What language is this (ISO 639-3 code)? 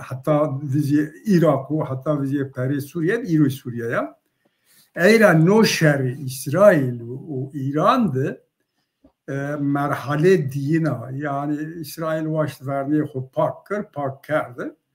zza